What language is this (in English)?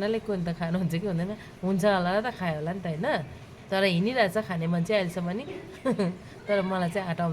Nepali